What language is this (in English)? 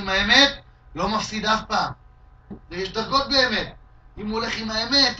Hebrew